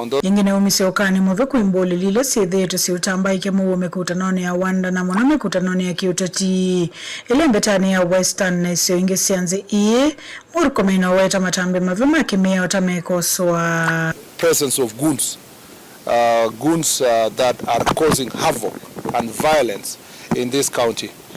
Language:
Kamba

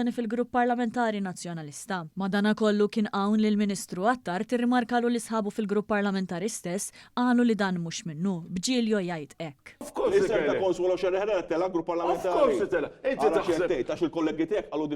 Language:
Maltese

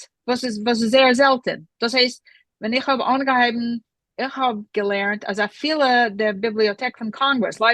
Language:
Yiddish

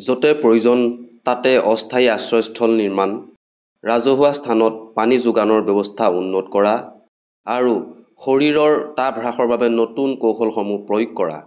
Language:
Assamese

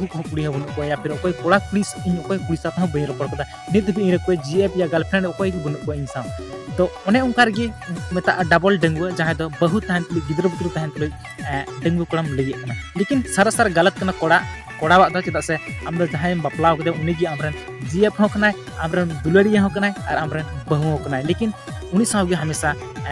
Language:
Santali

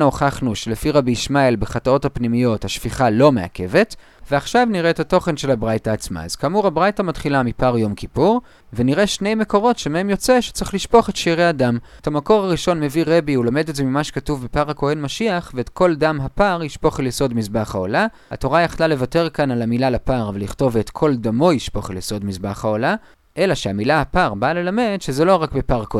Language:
Hebrew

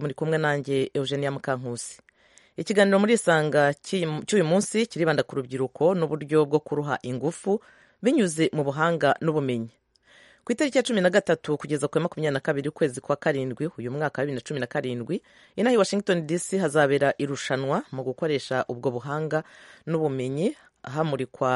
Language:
Kinyarwanda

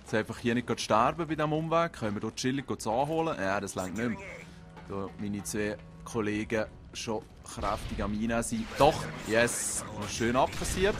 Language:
Swiss German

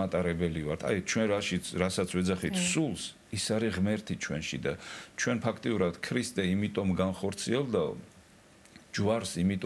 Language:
Georgian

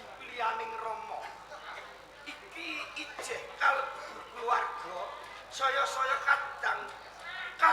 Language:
Javanese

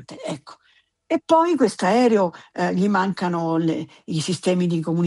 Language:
Italian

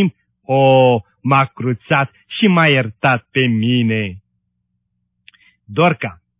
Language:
Romanian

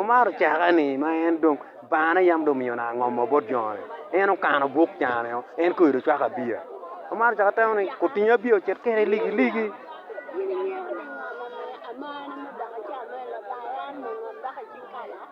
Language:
Acoli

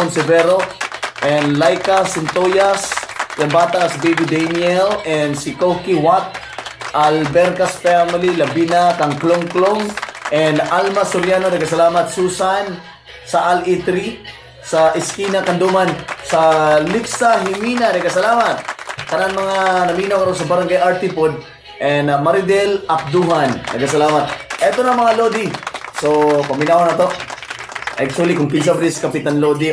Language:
Cebuano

